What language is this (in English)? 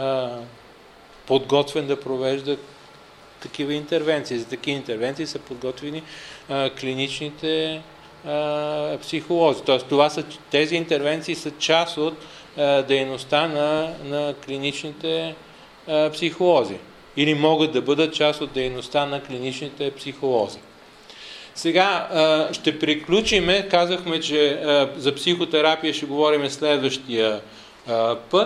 Bulgarian